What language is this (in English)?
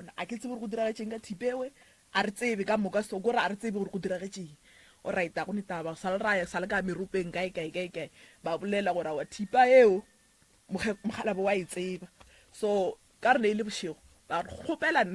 Northern Sotho